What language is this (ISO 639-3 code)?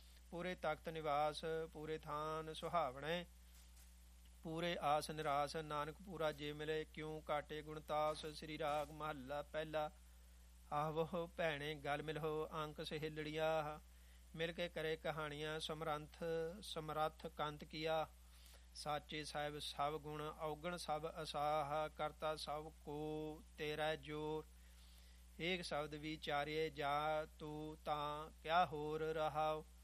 pan